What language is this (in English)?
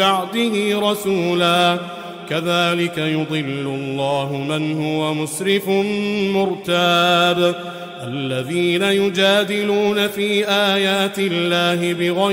Arabic